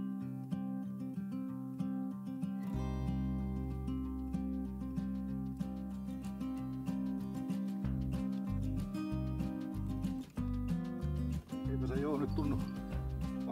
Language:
Finnish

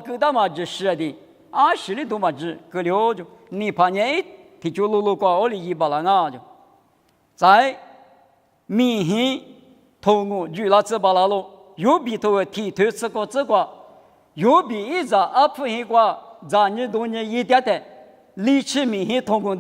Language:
Lisu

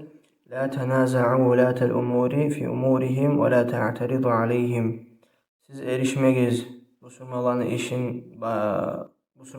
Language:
Kumyk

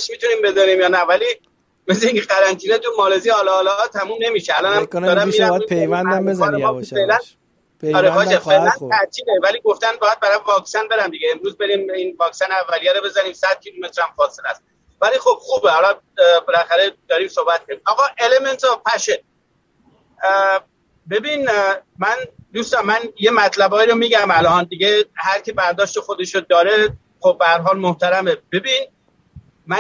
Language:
Persian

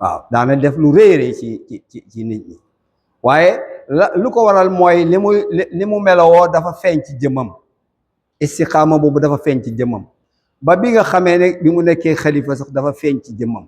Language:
Wolof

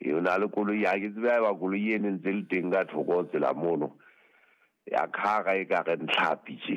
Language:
Southern Sotho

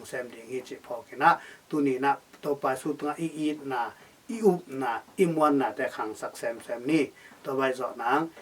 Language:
Tedim Chin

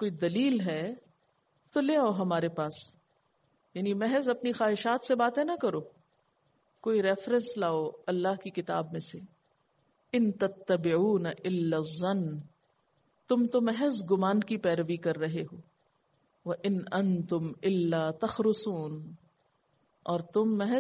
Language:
Urdu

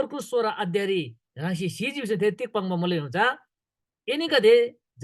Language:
Eastern Tamang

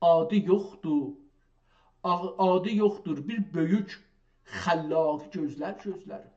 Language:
South Azerbaijani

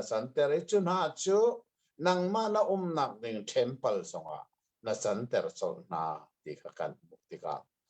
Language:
Hakha Chin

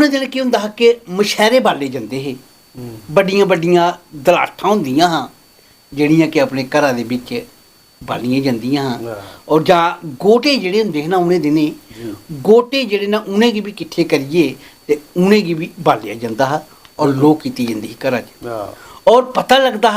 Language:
Dogri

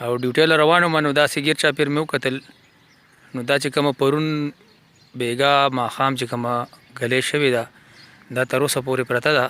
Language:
Pashto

